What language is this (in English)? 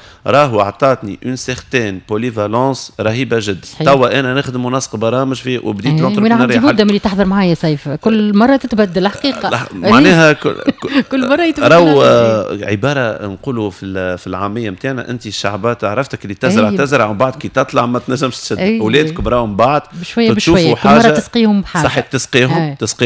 Tunisian Arabic